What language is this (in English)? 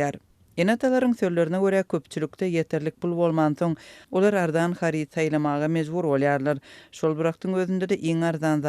Turkmen